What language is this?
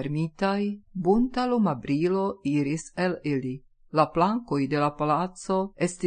Esperanto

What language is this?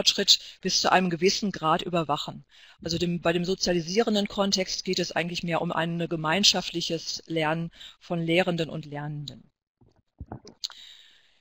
German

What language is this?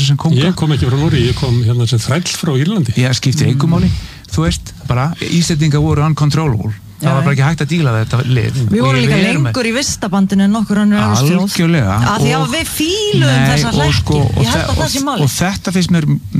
Icelandic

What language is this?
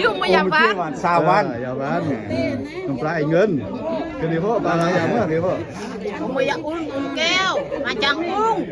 Lao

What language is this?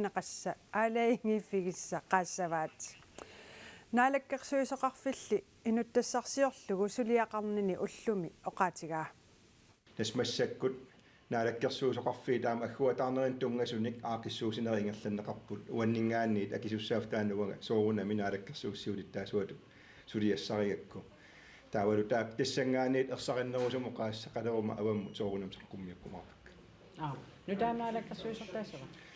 Kalaallisut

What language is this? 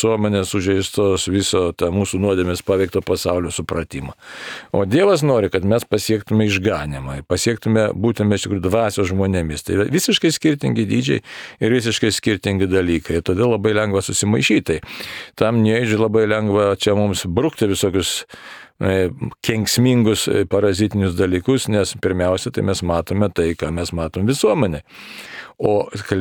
Lithuanian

